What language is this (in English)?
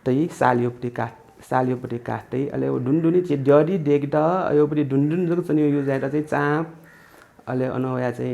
Newari